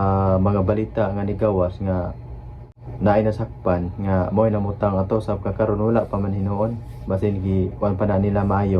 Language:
Cebuano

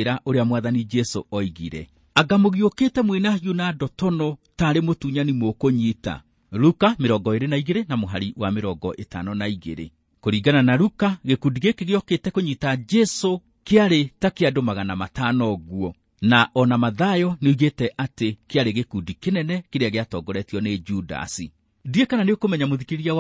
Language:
Kikuyu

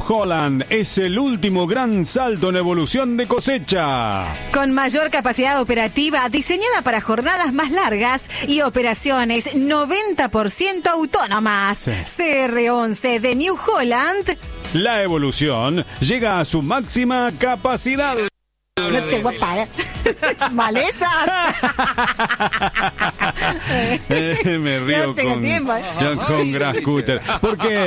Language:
Spanish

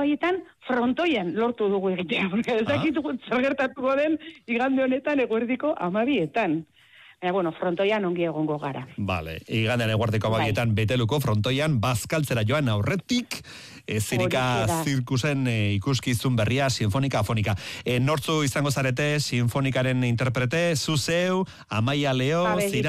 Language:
Basque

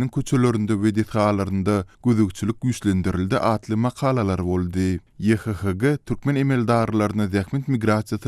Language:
Turkmen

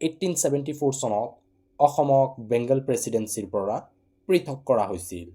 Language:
Assamese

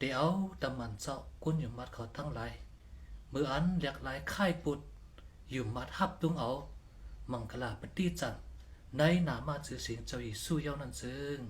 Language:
Shan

